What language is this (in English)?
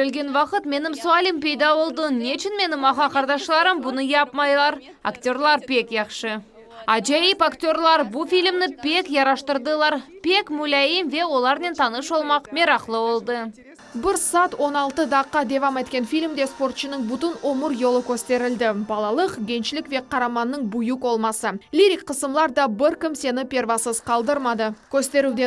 Crimean Tatar